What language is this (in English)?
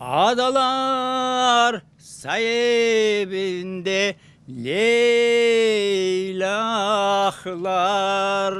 Crimean Tatar